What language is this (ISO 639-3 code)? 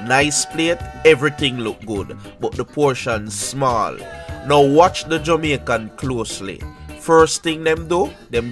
jam